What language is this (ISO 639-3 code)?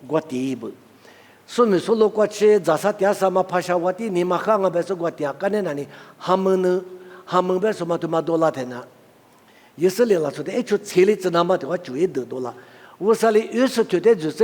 lis